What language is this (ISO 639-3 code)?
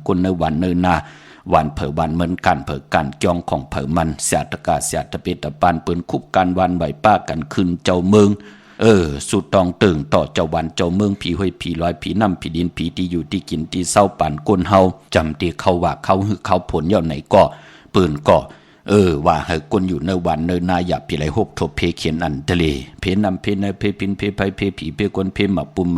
shn